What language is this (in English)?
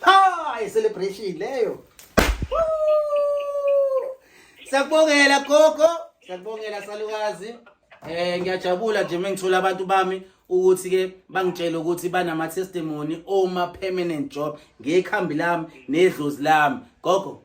Zulu